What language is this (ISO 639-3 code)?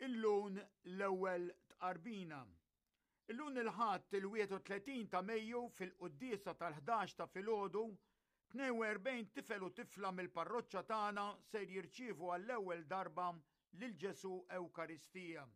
mlt